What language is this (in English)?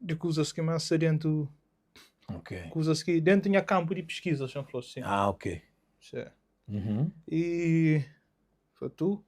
Kabuverdianu